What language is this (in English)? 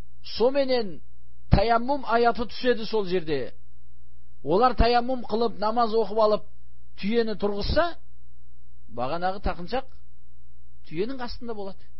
Kazakh